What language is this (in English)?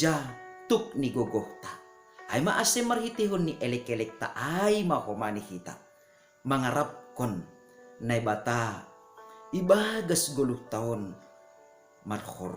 Batak Simalungun